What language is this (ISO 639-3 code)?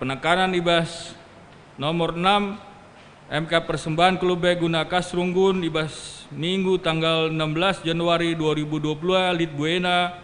btx